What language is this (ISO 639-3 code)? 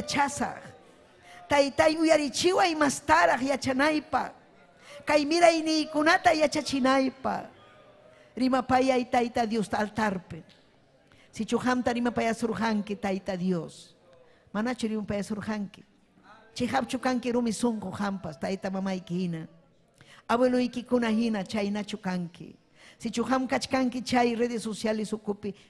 quy